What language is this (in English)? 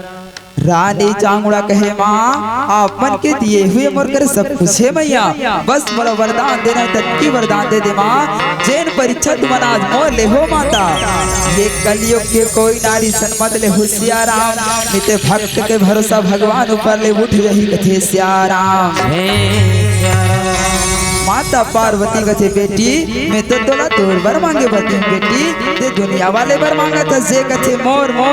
Chhattisgarhi